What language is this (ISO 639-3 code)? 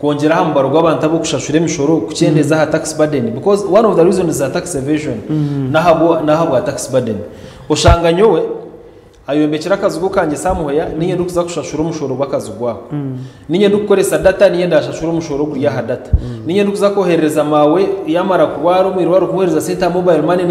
nyn